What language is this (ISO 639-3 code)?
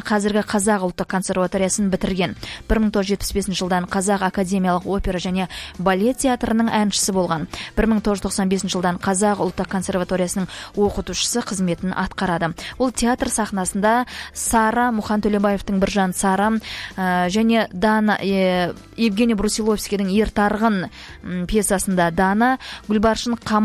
kaz